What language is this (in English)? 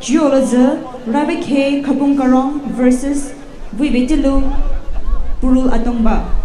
Poumei Naga